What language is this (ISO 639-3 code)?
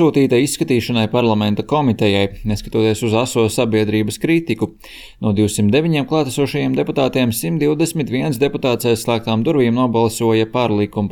lav